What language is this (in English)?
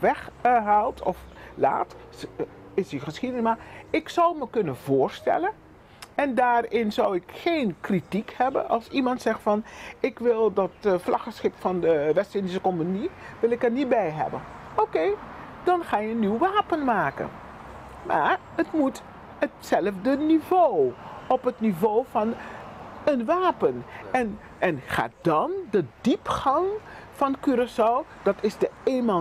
Dutch